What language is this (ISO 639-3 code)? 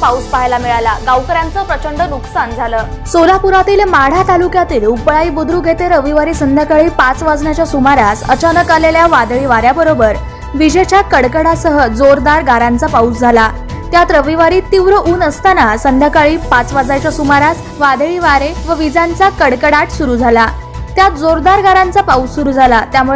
mar